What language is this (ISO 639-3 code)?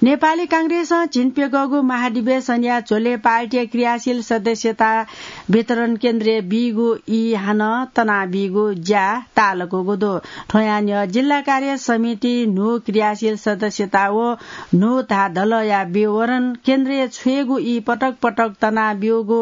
new